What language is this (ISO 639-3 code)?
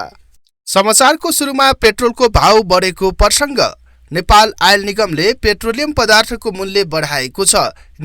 nep